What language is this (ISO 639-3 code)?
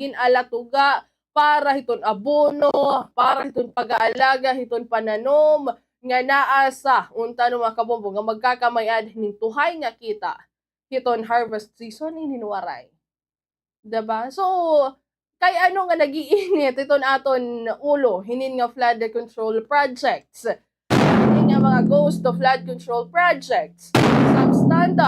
war